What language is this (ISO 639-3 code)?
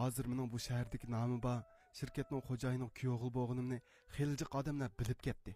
uig